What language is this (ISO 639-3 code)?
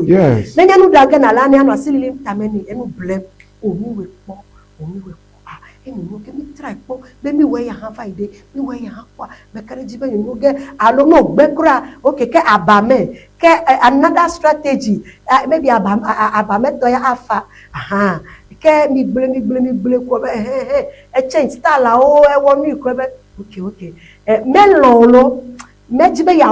ewe